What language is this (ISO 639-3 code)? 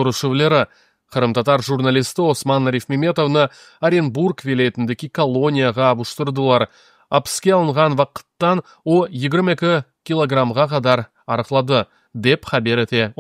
crh